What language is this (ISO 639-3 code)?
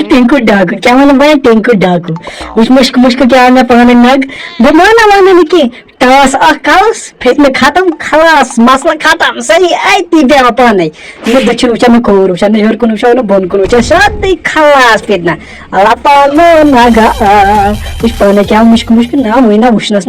kas